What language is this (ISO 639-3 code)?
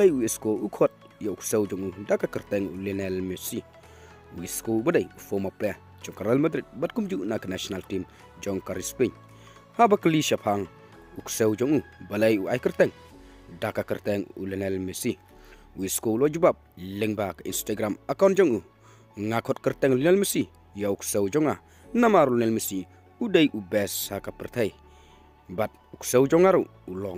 kha